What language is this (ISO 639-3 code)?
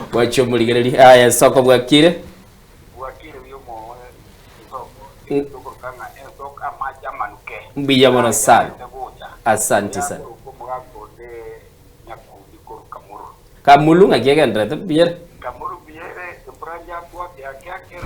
guz